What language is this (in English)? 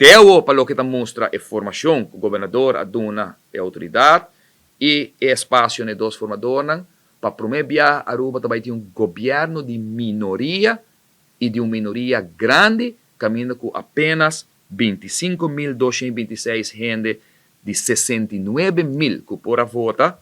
Papiamento